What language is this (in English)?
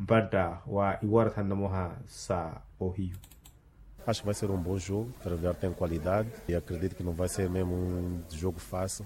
Makhuwa